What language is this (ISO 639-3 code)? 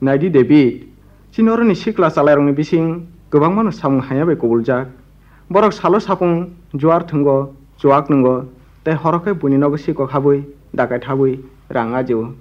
trp